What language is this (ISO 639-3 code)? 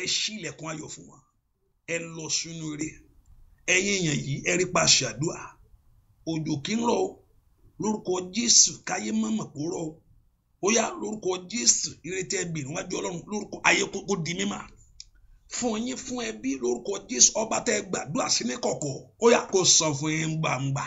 yor